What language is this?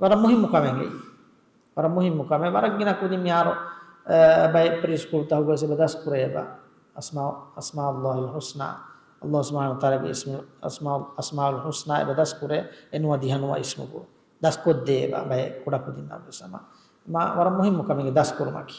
Divehi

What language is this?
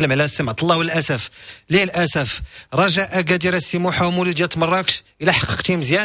Moroccan Arabic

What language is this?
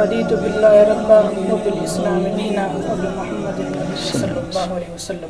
Brahui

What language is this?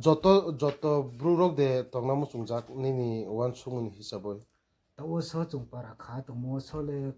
Kok Borok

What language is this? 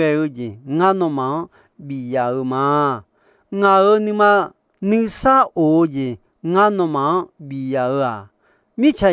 Akha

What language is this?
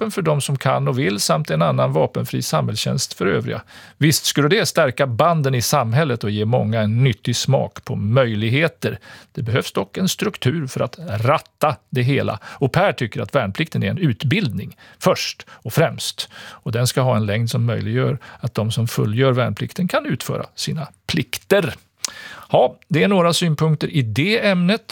Swedish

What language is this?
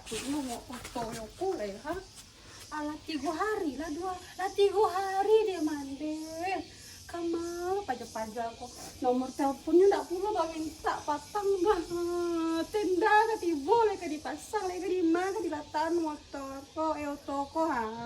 Minangkabau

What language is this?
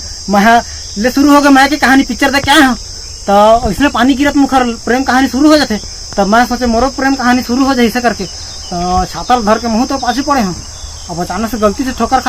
Chhattisgarhi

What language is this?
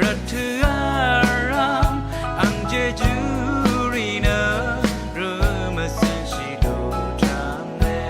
Rawang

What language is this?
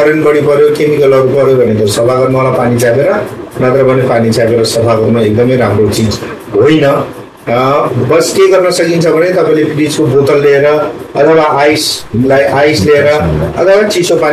Nepali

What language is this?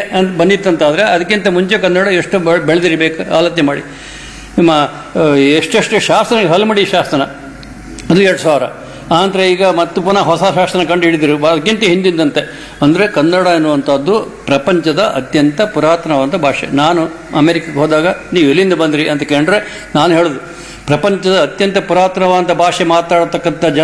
Kannada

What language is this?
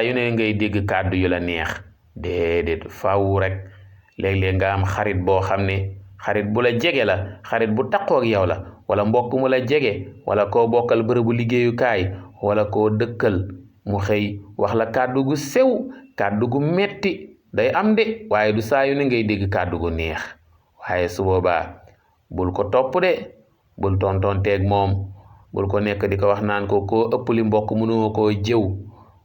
Wolof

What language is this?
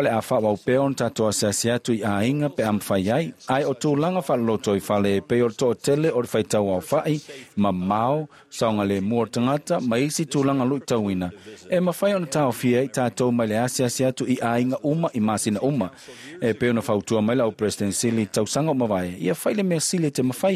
Samoan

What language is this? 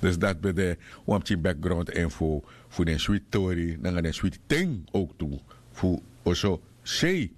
Sranan Tongo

